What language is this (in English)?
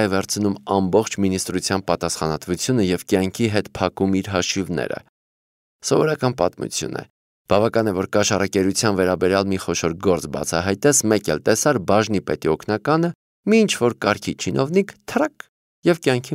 Armenian